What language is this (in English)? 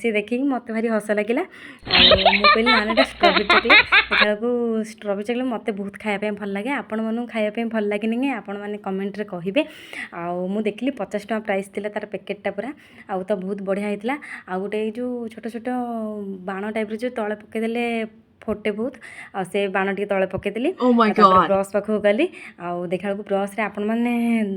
Odia